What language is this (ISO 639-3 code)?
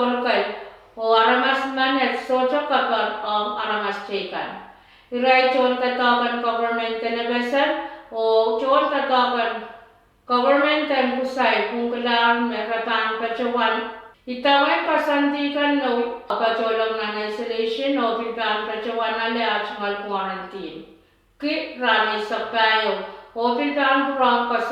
pon